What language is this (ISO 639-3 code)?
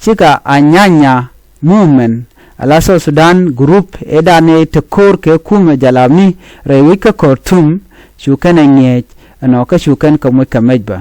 nus